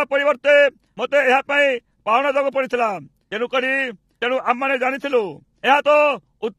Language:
Odia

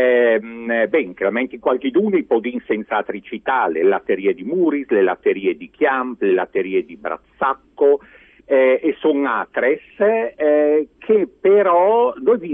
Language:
Friulian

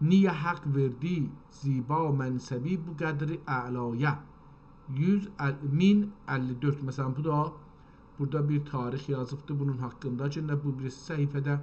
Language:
South Azerbaijani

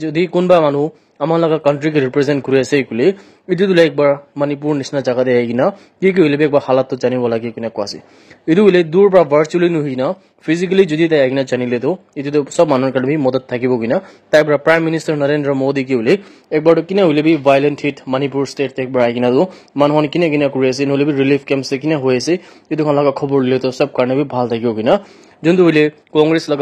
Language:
Naga Pidgin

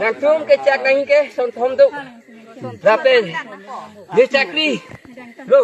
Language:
Karbi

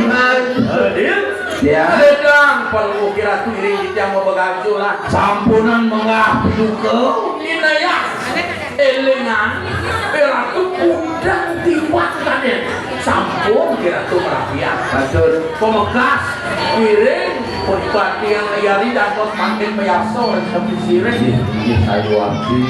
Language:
Balinese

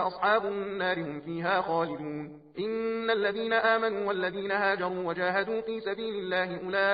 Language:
Arabic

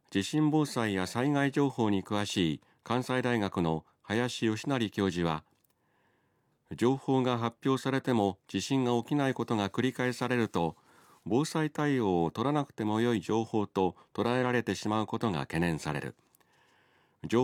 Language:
Japanese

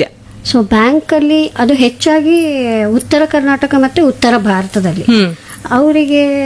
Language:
Kannada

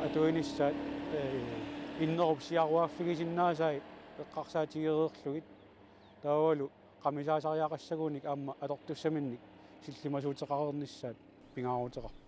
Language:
Kalaallisut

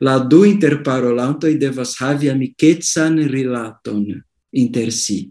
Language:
Esperanto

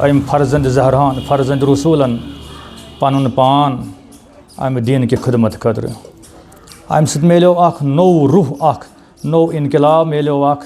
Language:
Kashmiri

